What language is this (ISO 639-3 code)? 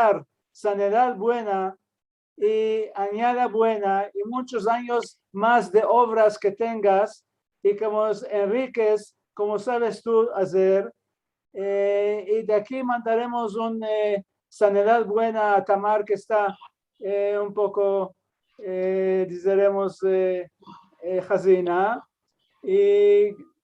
lad